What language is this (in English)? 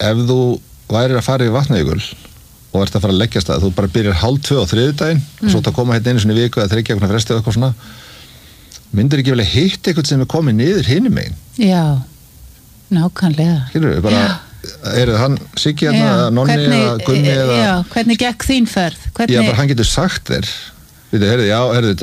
Icelandic